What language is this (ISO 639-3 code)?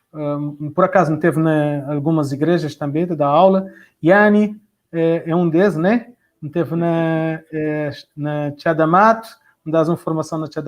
kea